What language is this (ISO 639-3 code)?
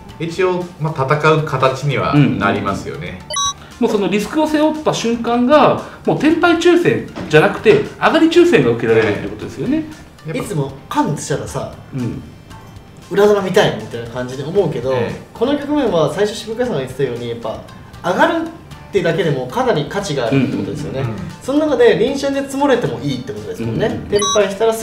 jpn